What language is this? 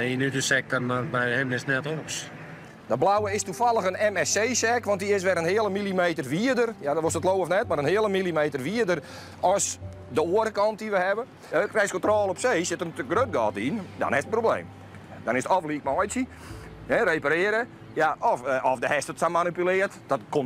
Western Frisian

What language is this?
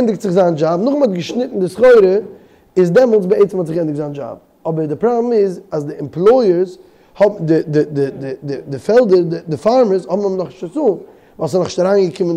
Yiddish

